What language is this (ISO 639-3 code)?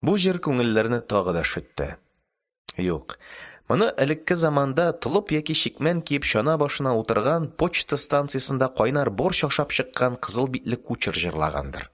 tat